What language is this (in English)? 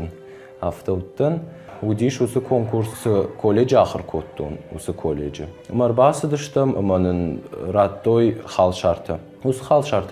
Ossetic